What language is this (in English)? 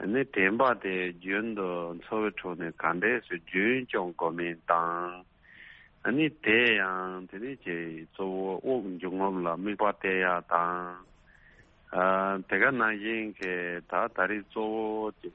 Tibetan